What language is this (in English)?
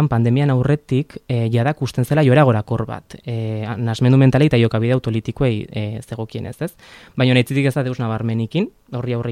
Basque